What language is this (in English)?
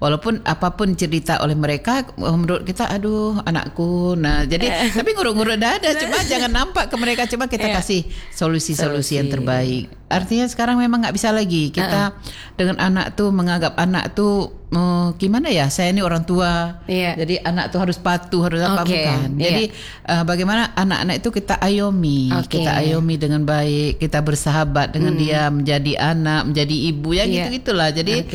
Indonesian